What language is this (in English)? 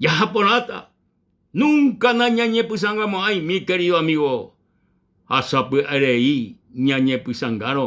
Guarani